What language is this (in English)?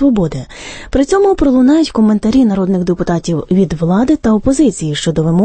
Ukrainian